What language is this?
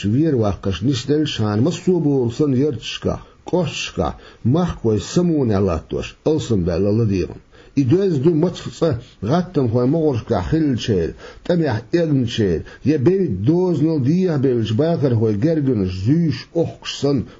Chechen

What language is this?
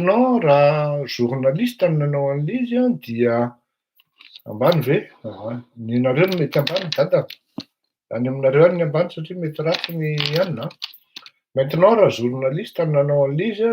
Malagasy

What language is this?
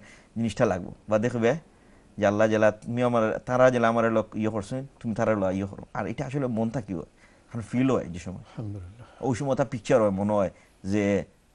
Bangla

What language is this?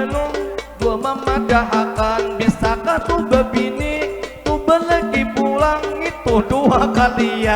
Banjar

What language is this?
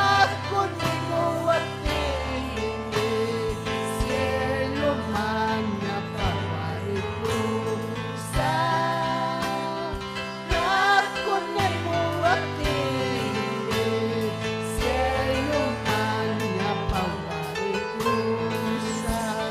Ayacucho Quechua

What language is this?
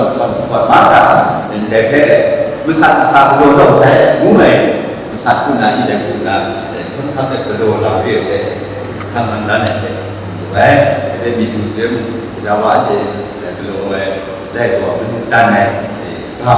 Kachin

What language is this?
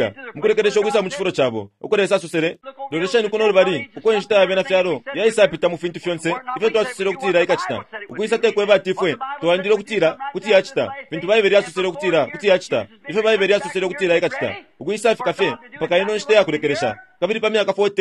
Bemba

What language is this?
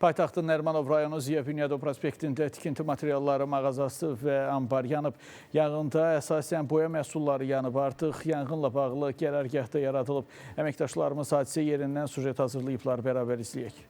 Azerbaijani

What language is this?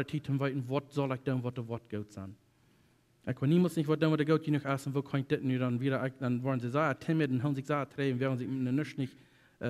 Plautdietsch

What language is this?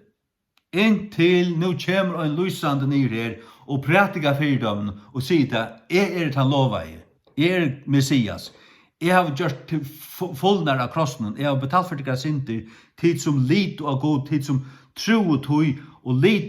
Faroese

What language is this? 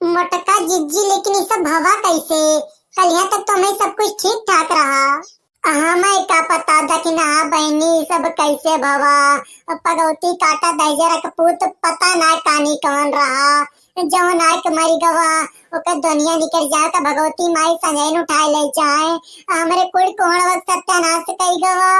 Awadhi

